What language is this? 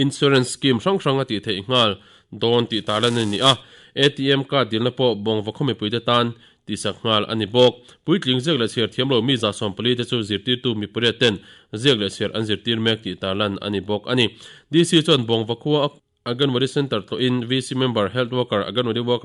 Mizo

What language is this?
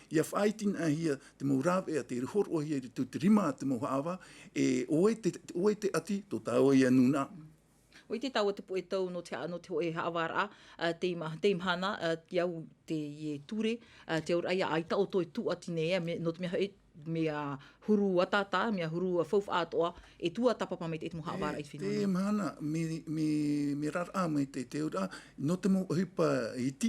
Tahitian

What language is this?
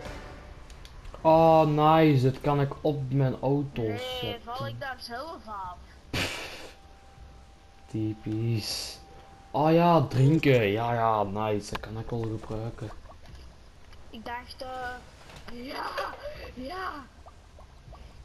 Dutch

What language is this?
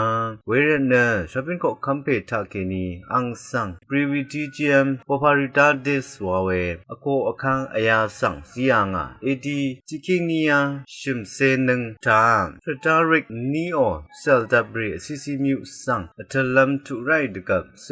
Rawang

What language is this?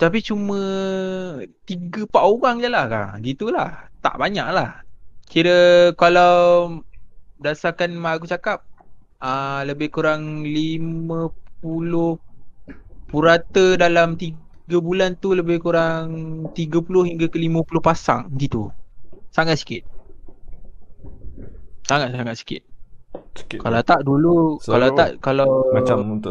Malay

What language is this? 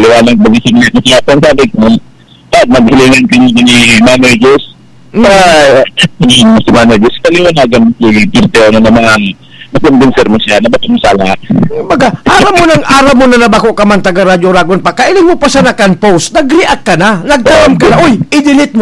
Bikol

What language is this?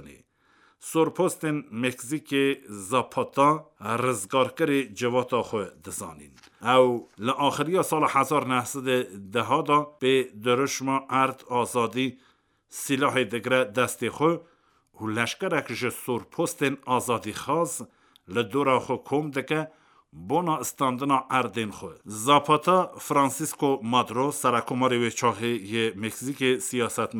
Kurdish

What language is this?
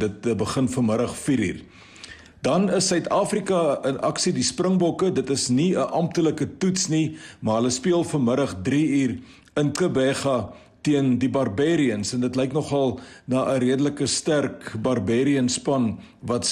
Afrikaans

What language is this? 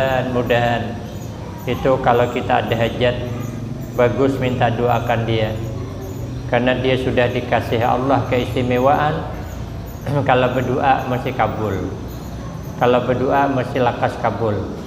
Banjar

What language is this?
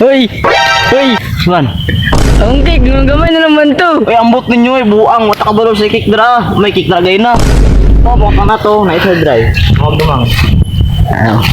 Cebuano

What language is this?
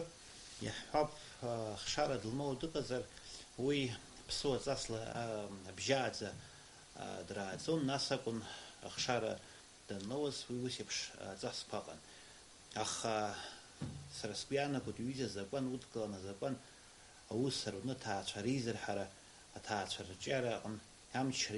Abkhazian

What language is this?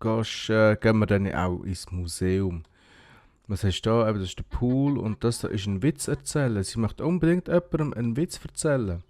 Swiss German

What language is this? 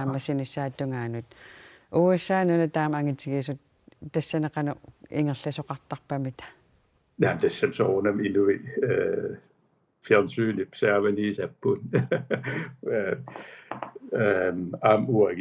Kalaallisut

